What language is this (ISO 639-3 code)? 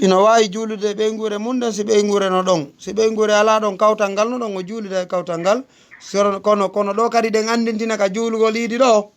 ful